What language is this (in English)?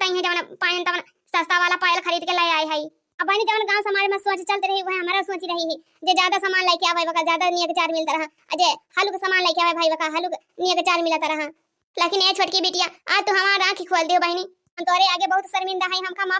Awadhi